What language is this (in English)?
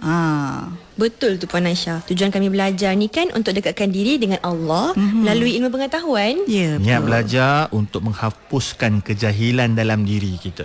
Malay